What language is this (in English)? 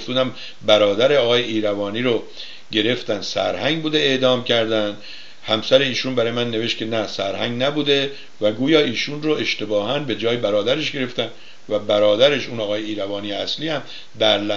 Persian